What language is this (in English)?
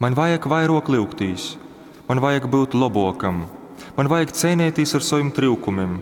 Latgalian